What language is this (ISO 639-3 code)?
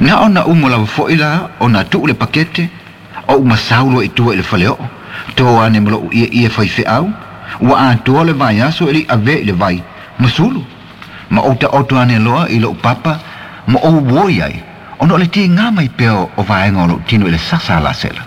smo